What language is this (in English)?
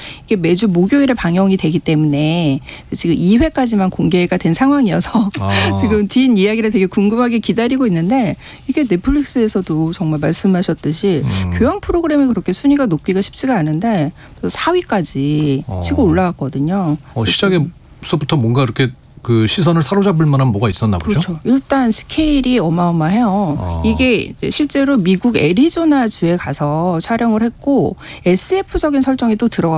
Korean